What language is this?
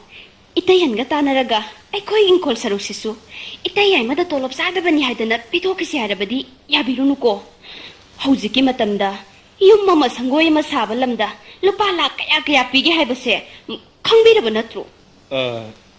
Manipuri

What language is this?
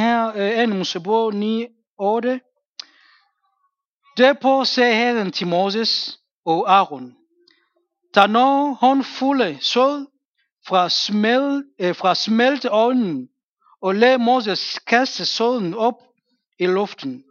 Danish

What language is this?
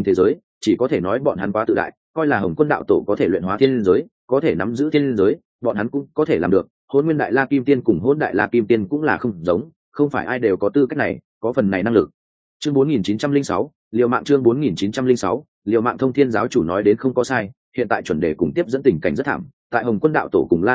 Vietnamese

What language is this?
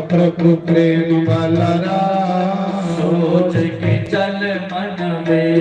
Dogri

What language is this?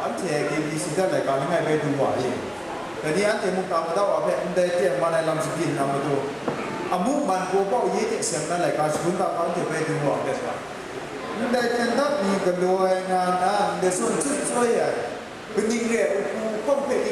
Kachin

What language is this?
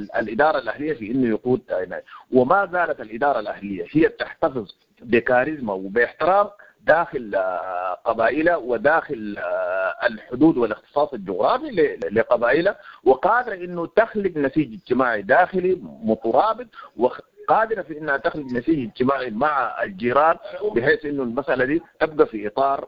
Sudanese Arabic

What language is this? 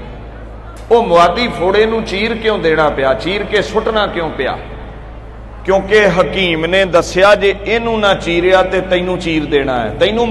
Punjabi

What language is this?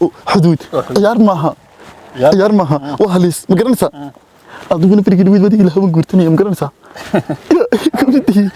Somali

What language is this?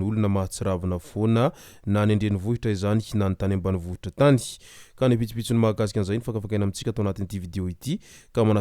Malagasy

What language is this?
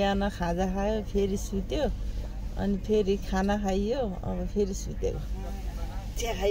Nepali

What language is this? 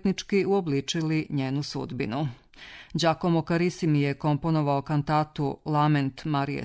Serbian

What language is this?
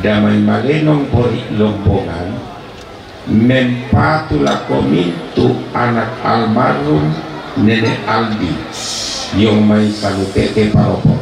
Toraja-Sa'dan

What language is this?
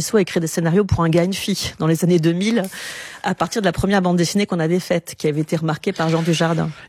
French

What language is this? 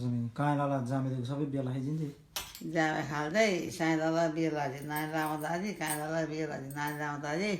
Eastern Tamang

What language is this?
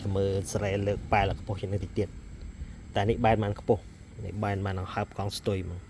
Khmer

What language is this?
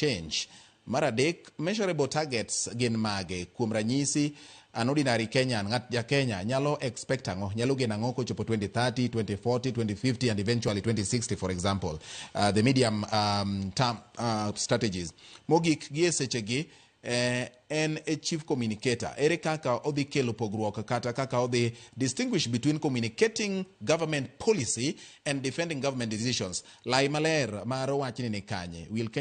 Luo (Kenya and Tanzania)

